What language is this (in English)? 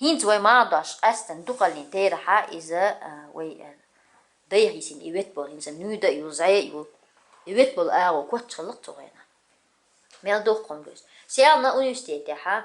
Chechen